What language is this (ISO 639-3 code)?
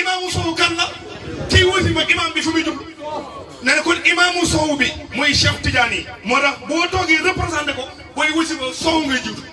wol